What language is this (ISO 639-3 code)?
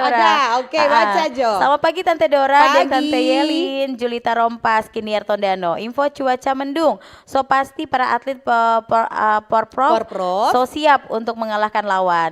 xmm